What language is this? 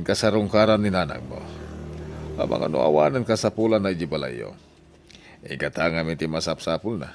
Iloko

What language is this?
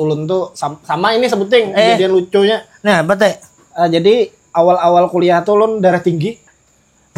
Banjar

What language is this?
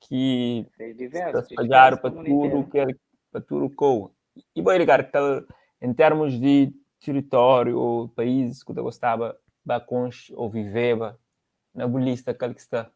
Kabuverdianu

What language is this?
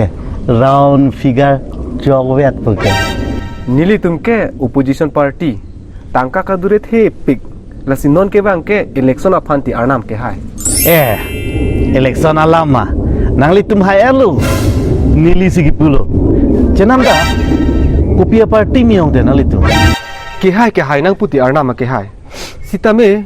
Karbi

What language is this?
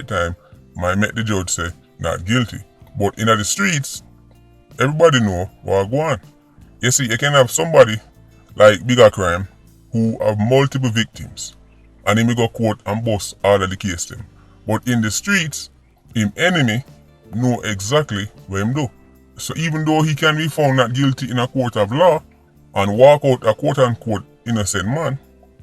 Jamaican Creole English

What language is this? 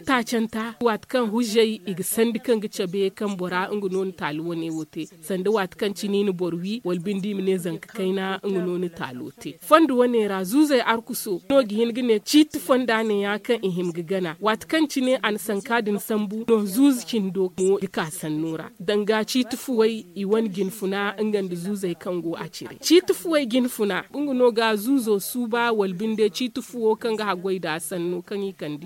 Zarma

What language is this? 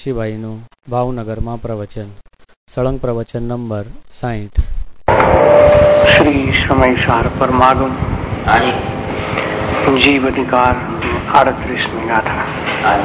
Gujarati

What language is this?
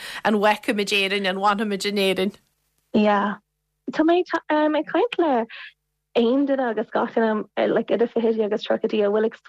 Irish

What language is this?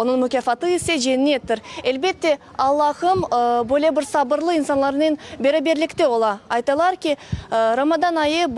Crimean Tatar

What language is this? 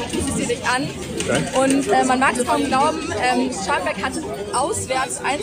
German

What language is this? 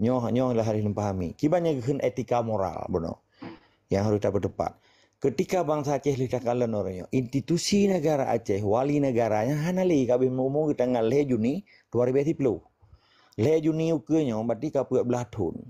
Achinese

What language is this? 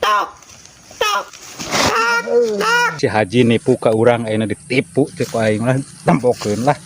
Sundanese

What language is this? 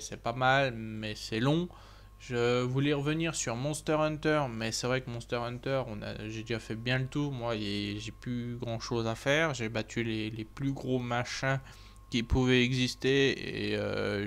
French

